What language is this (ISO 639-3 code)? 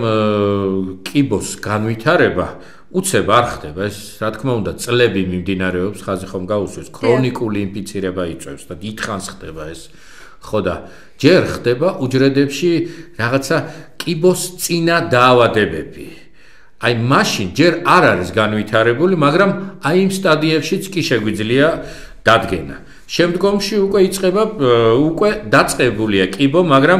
kat